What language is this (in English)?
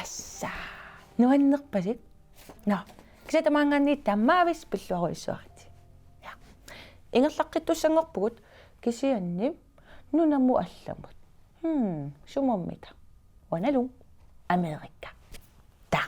Kalaallisut